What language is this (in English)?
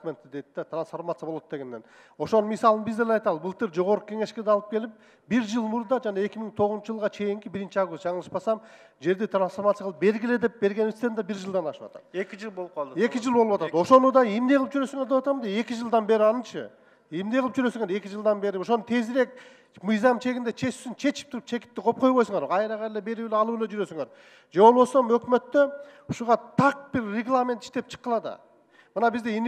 Kyrgyz